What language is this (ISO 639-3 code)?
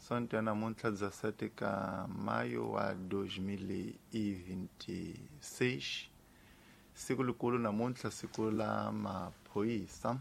tso